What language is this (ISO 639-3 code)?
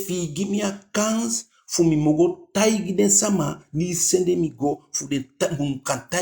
djk